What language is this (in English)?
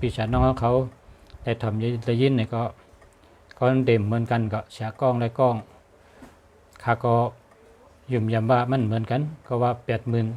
Shan